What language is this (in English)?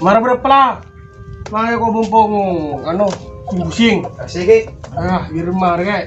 Madurese